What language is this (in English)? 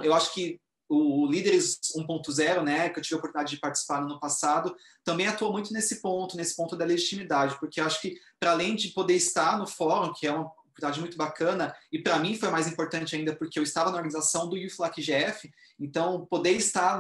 Portuguese